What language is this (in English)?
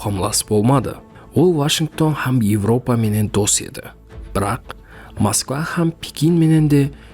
Kara-Kalpak